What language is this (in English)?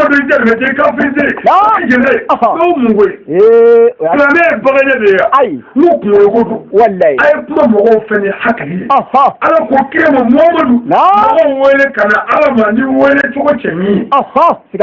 Bambara